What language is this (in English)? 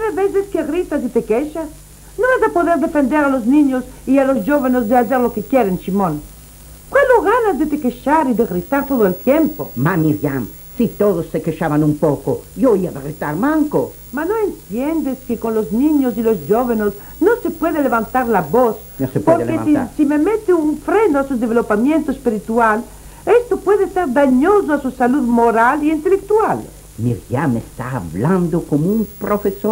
Ladino